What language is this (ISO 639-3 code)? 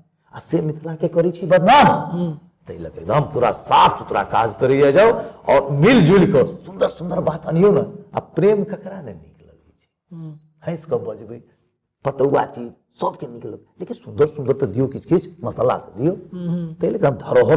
mai